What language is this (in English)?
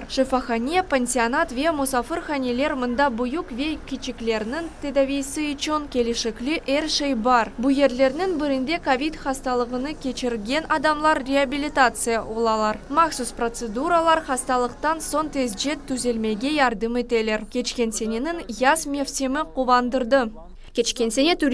Crimean Tatar